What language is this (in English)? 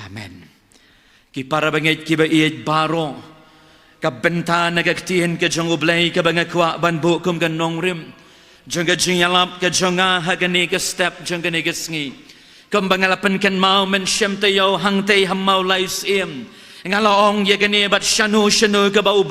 Khasi